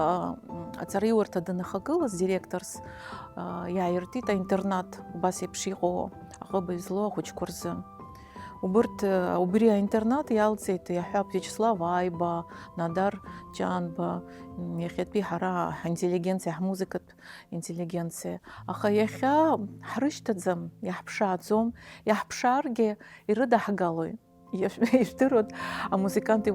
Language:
Abkhazian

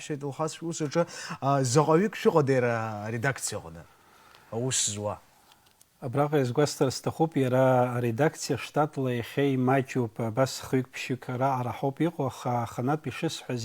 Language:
Abkhazian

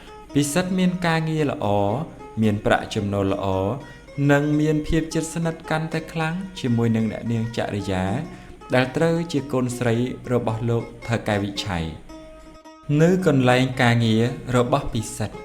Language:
Khmer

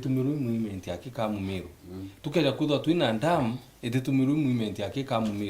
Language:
Meru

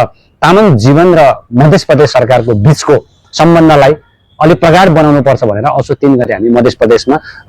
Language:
Nepali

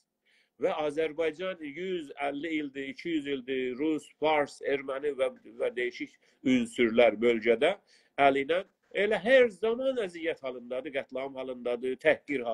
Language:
South Azerbaijani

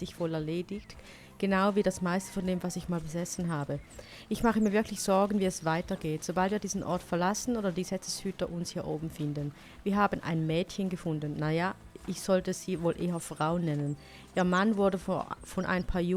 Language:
Swiss German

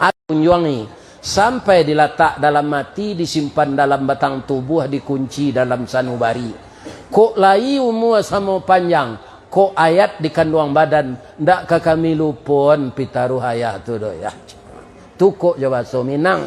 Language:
Minangkabau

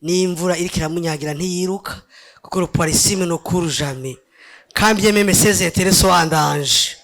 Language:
Rundi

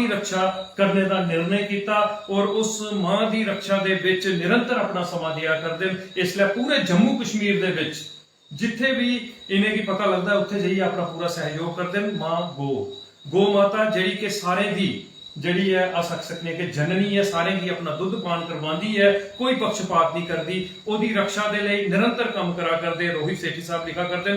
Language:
Dogri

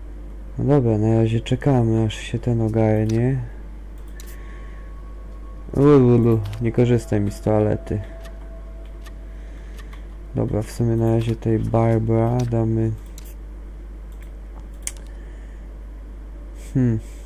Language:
Polish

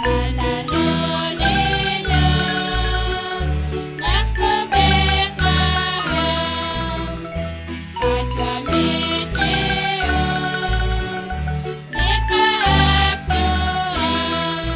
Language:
Kekchí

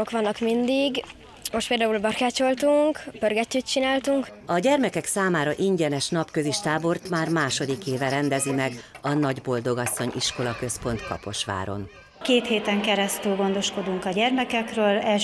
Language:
Hungarian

